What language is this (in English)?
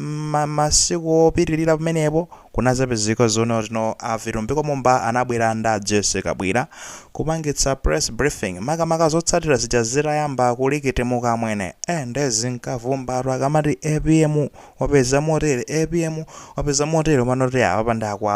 Nyanja